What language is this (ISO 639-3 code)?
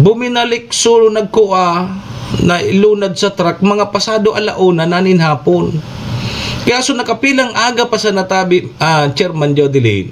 bik